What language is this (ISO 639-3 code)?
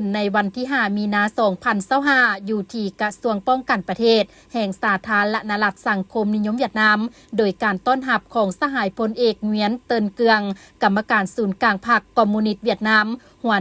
lao